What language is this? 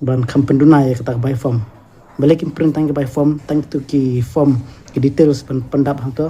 Khasi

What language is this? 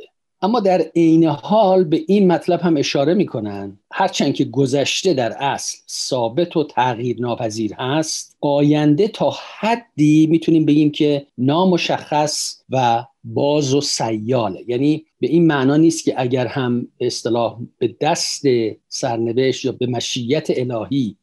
Persian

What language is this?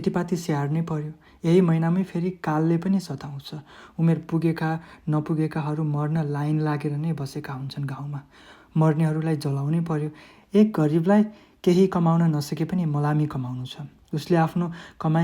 Nepali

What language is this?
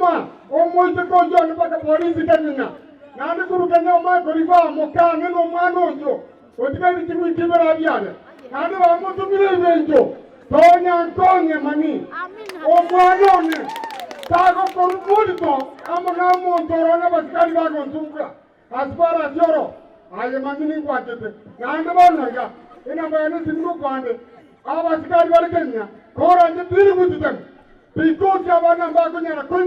Gusii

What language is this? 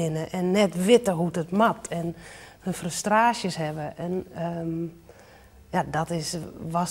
Western Frisian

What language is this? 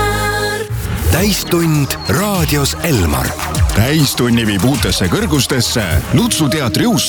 Estonian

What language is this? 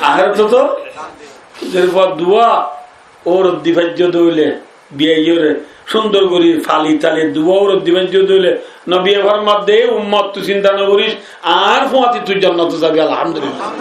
Rohingya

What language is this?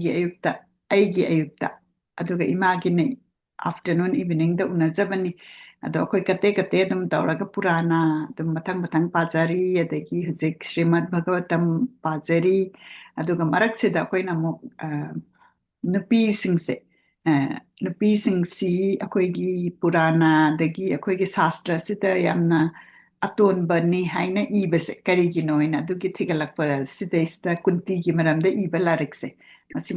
Manipuri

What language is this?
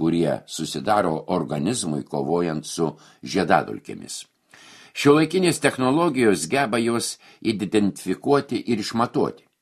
Lithuanian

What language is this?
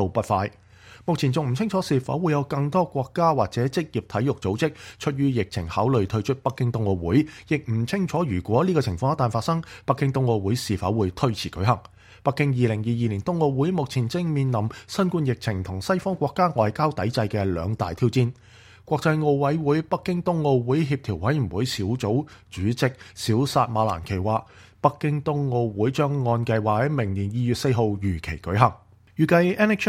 Cantonese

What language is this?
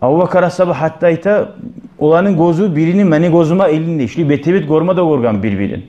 Kumyk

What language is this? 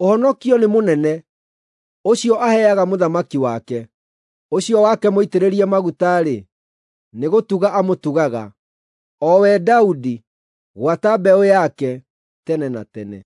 Kikuyu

